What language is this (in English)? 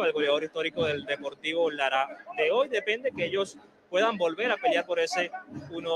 Spanish